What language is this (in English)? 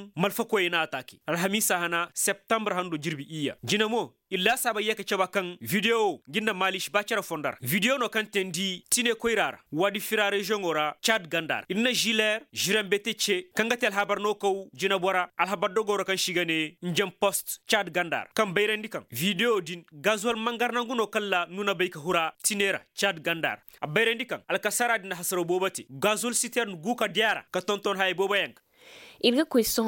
Zarma